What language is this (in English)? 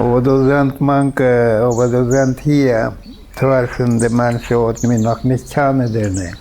Plautdietsch